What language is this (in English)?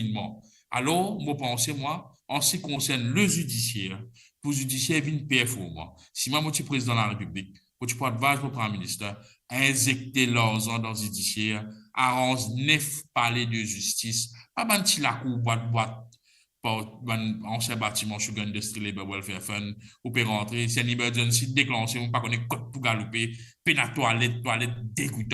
Morisyen